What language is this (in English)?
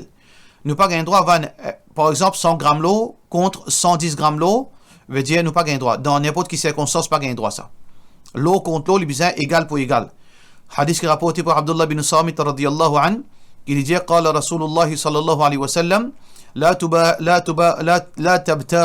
Morisyen